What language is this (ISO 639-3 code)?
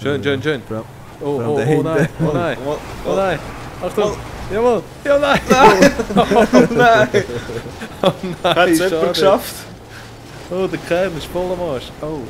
gsw